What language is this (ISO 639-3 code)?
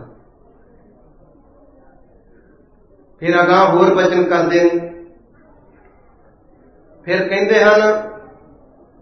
pan